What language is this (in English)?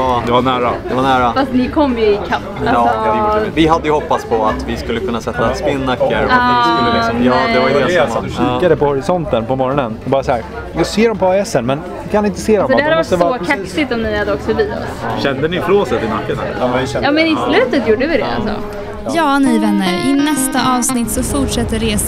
Swedish